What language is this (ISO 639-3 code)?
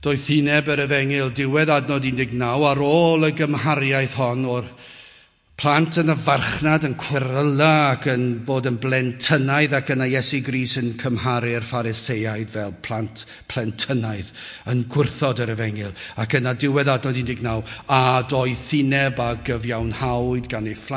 cym